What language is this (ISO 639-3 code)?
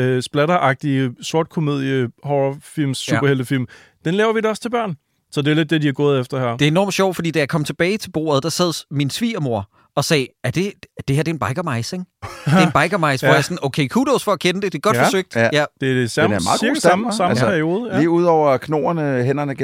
dan